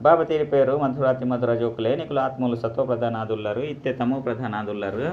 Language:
Tulu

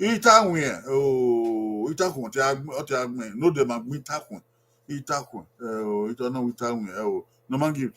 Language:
Bini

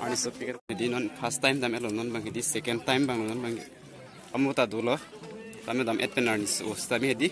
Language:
Karbi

